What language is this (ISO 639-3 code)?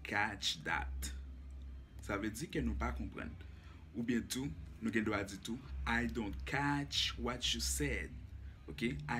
hat